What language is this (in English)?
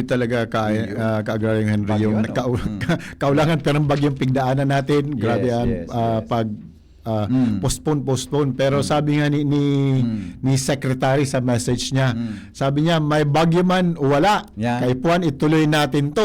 Bikol